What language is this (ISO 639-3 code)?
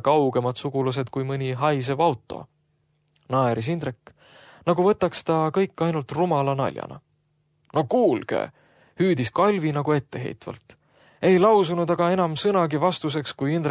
est